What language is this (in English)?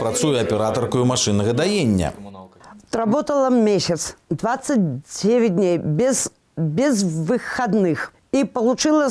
Belarusian